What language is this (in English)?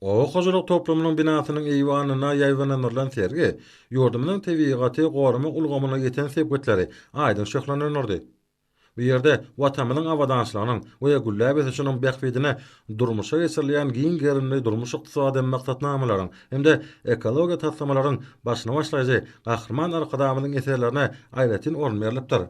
Turkmen